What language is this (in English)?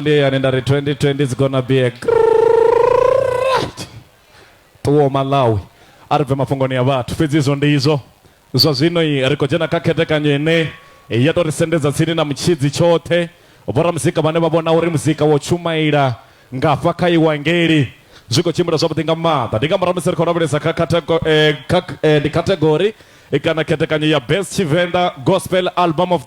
Venda